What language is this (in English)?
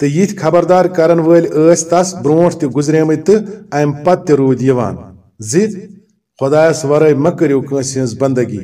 Kashmiri